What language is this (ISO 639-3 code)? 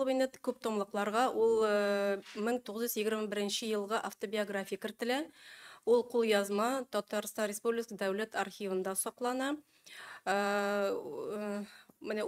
tat